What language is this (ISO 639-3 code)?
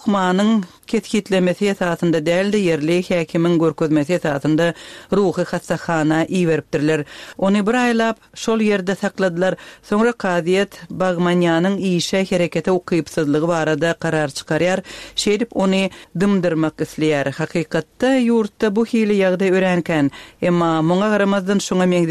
tuk